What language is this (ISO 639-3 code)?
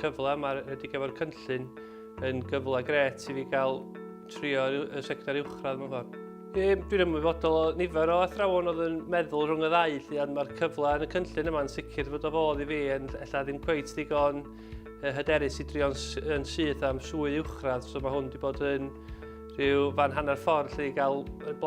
cym